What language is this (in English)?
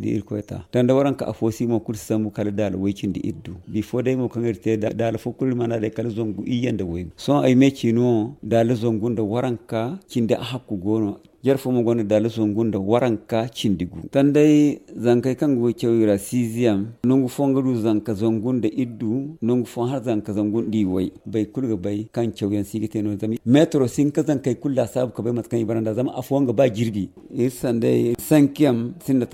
Zarma